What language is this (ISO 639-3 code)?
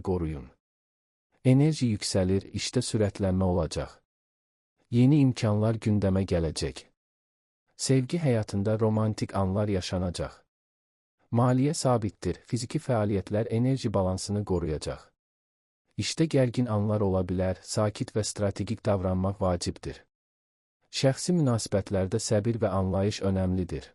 aze